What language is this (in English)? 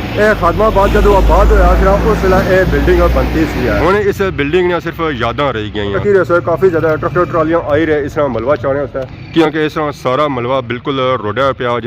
Pahari-Potwari